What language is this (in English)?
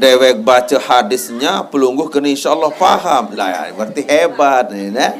Sasak